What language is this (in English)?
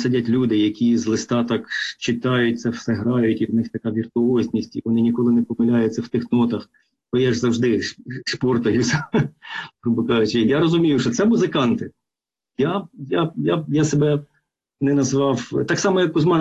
Ukrainian